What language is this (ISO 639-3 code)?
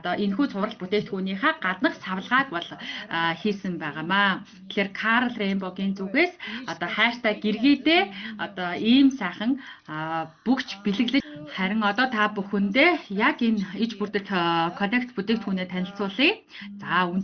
mon